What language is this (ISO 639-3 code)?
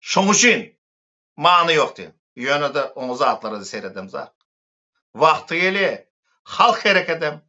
tuk